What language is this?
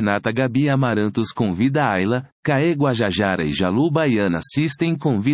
Portuguese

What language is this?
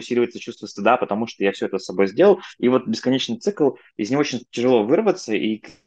Russian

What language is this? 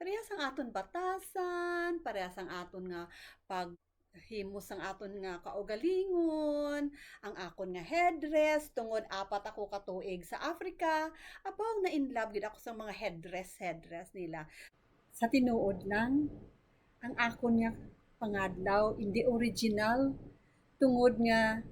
Hiligaynon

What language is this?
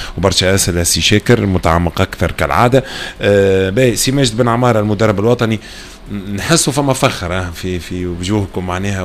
Tunisian Arabic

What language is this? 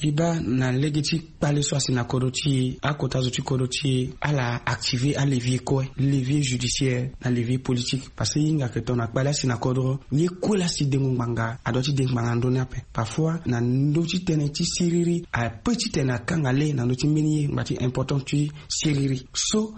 Sango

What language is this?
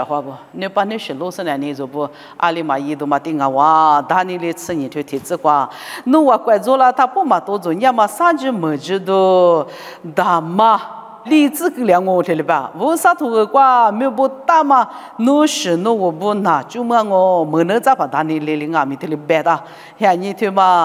Lisu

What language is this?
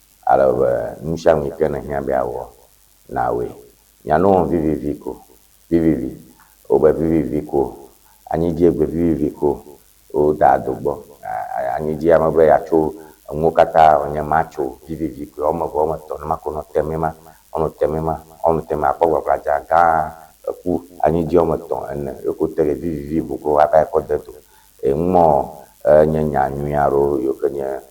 Ewe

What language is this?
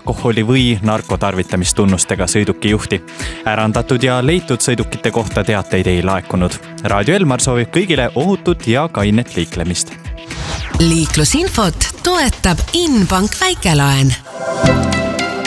Estonian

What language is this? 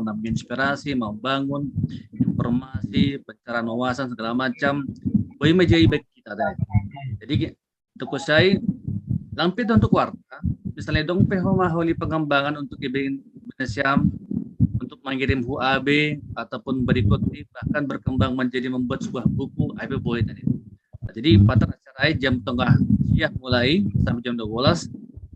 Batak Simalungun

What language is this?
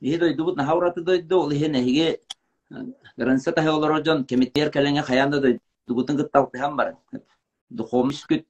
Yakut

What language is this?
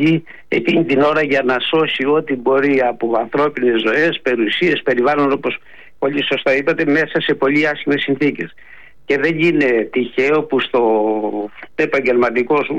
Greek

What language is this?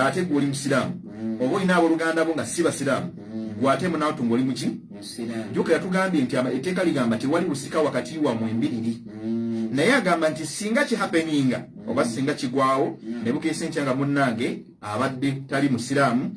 Ganda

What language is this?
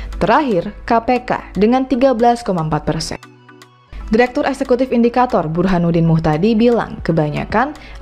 Indonesian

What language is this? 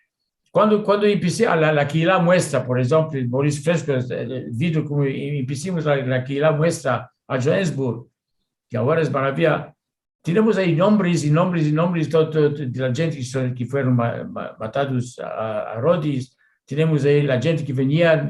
Ladino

